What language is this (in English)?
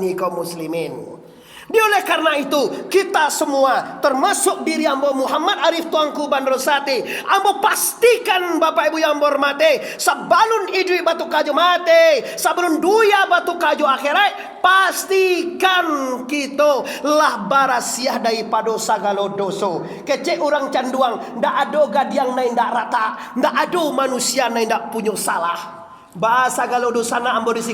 Minangkabau